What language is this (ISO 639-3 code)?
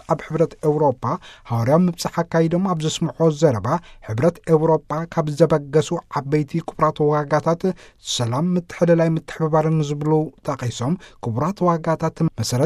tir